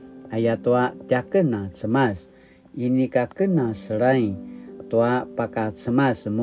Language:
Paiwan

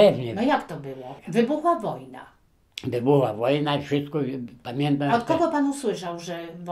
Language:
Polish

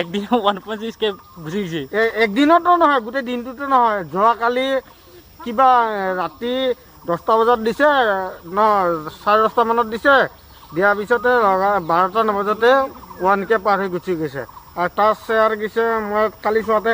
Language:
Assamese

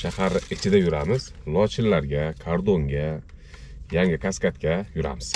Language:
Uzbek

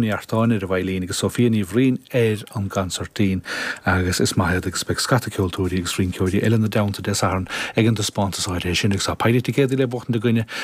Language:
Irish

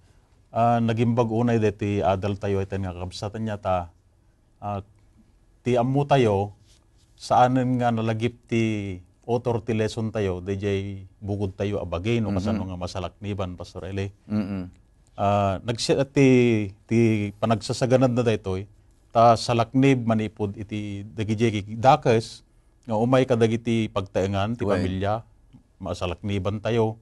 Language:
Iloko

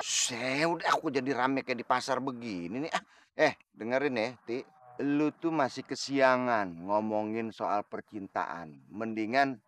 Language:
Betawi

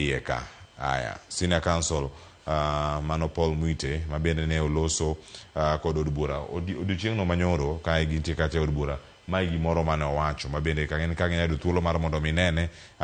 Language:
Luo (Kenya and Tanzania)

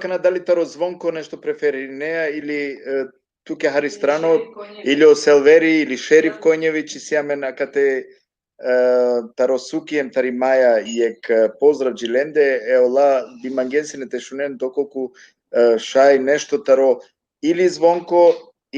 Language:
Balkan Romani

